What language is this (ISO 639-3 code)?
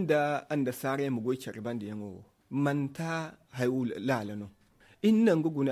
dje